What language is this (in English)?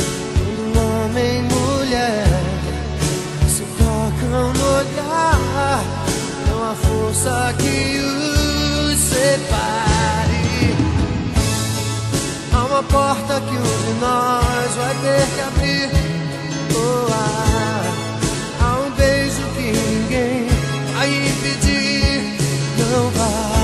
Portuguese